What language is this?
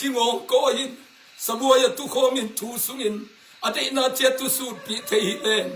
Tedim Chin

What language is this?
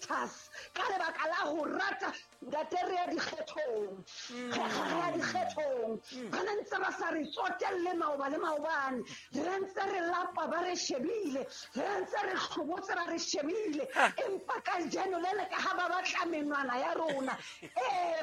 Southern Sotho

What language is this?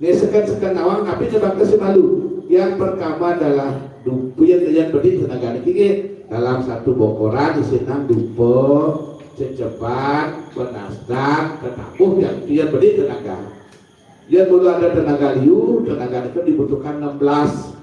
Balinese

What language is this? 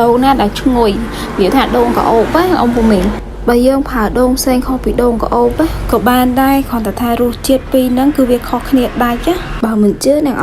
Khmer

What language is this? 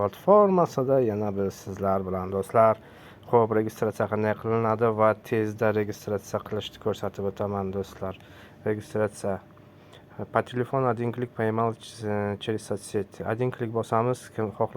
Uzbek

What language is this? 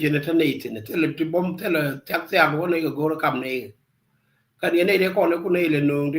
Nuer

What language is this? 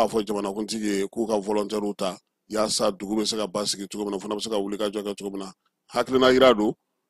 Bambara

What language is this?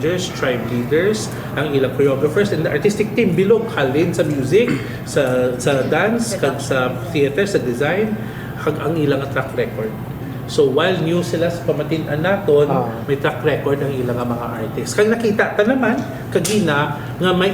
Hiligaynon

